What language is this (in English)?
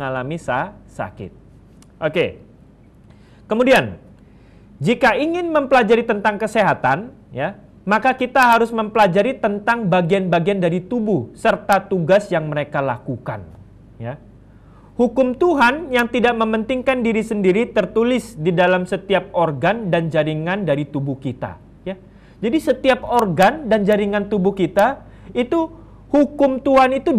Indonesian